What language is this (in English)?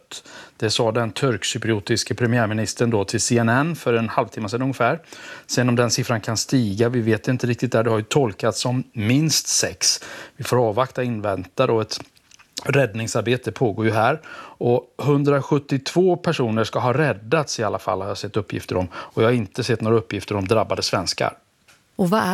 Swedish